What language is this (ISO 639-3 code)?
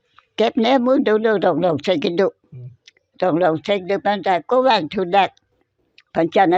mjw